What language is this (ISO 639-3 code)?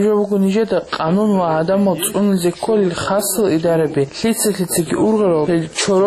ava